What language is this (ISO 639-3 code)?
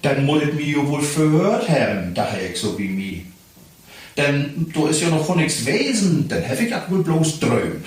nds